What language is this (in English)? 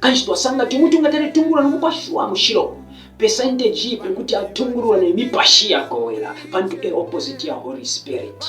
Bemba